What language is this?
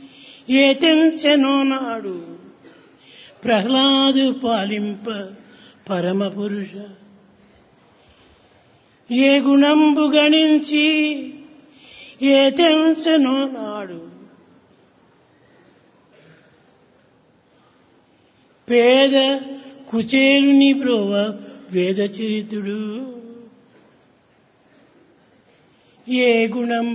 Telugu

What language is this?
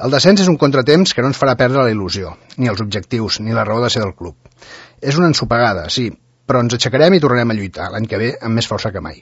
Catalan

